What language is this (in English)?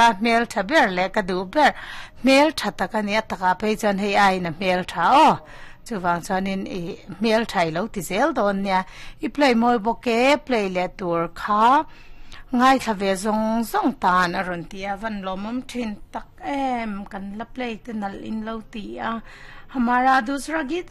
Mizo